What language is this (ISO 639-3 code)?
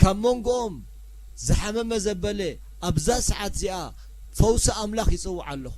tir